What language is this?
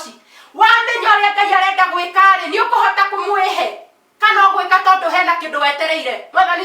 Kikuyu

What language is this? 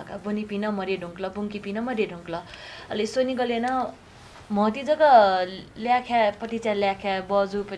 Newari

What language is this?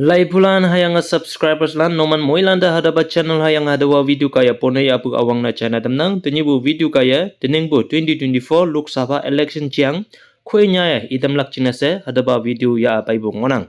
Konyak Naga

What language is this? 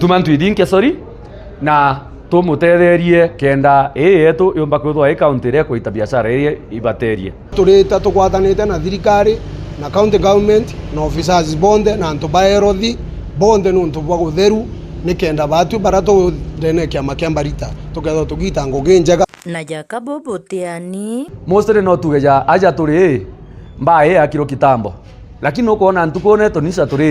Meru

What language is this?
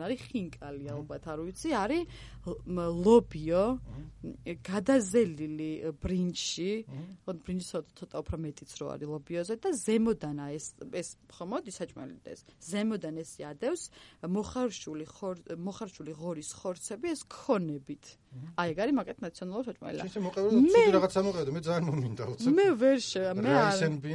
Georgian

